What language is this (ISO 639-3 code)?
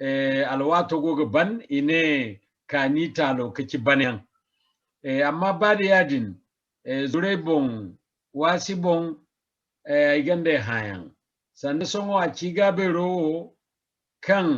dje